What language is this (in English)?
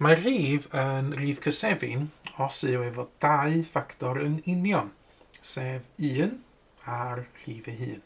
Welsh